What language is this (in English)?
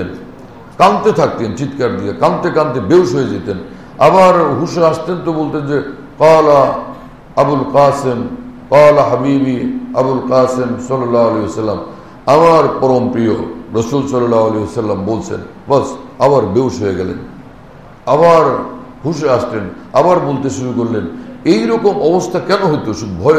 Bangla